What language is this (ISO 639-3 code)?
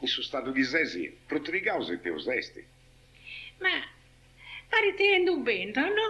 srd